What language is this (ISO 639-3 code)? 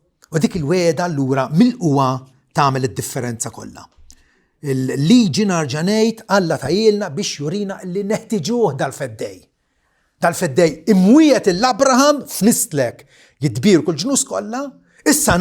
mlt